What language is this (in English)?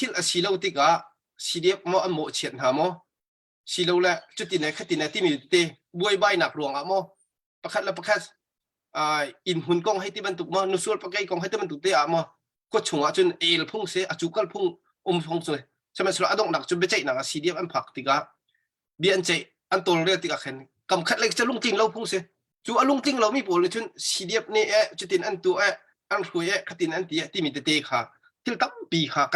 Hakha Chin